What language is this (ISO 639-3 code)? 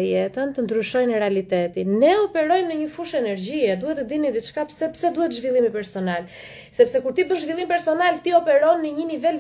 sqi